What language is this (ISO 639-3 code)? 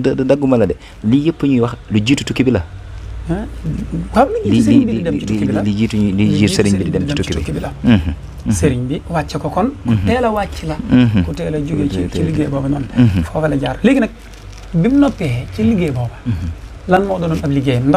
wol